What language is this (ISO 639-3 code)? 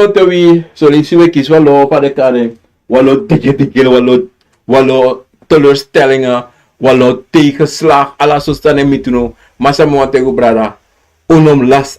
srn